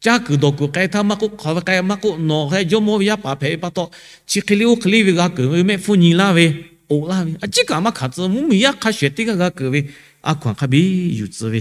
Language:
Lahu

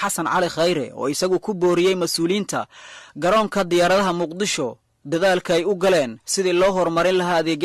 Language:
Somali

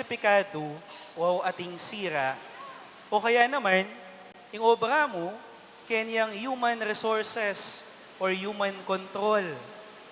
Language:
Pampanga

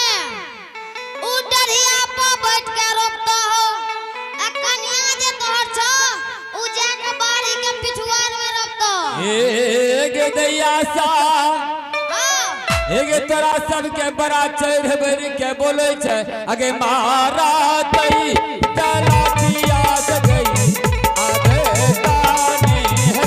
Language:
Angika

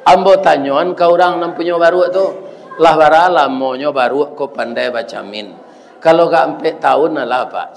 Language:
Minangkabau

